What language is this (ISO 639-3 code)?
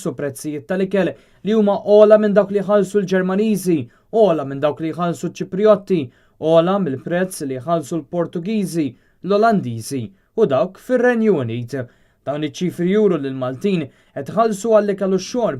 mlt